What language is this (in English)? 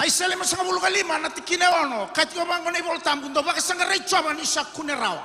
Fijian